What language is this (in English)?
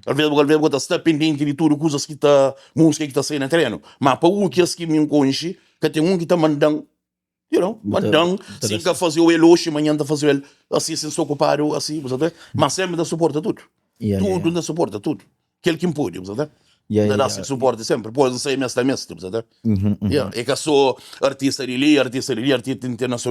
Kabuverdianu